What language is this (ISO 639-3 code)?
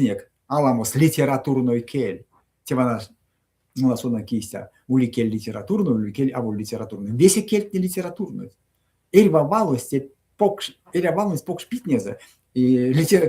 myv